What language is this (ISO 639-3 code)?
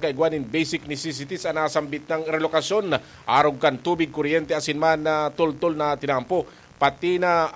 bik